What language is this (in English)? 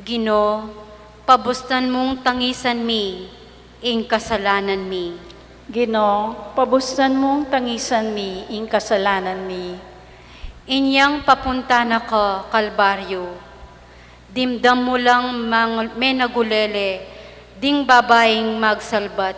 Pampanga